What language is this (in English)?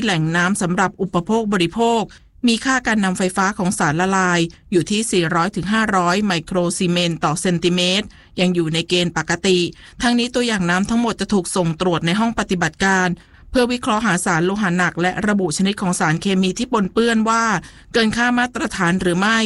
Thai